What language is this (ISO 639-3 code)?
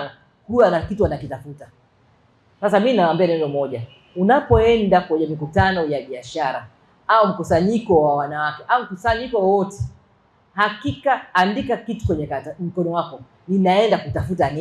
swa